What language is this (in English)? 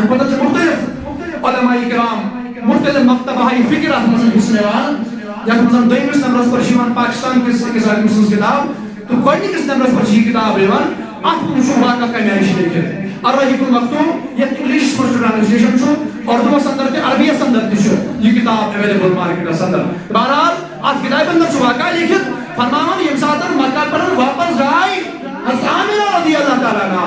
Kashmiri